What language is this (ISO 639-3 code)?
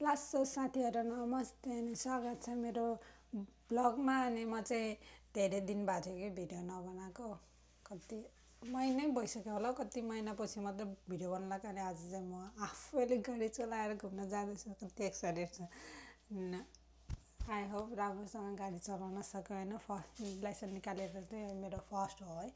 nep